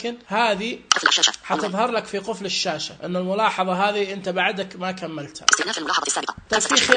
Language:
Najdi Arabic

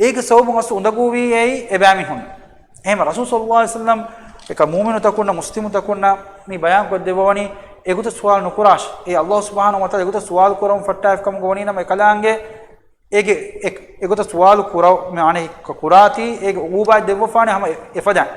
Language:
Divehi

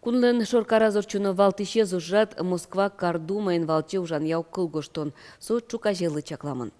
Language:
Udmurt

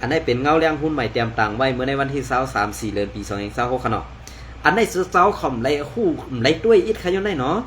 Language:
Shan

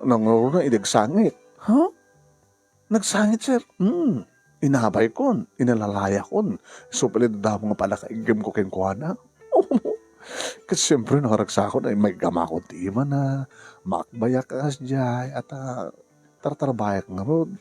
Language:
Iloko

